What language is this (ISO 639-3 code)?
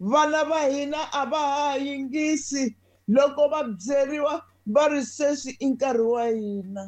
tso